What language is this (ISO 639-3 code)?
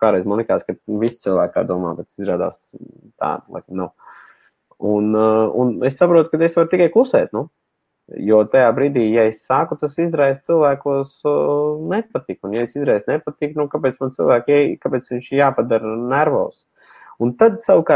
lav